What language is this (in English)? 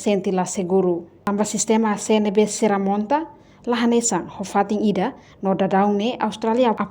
Tetum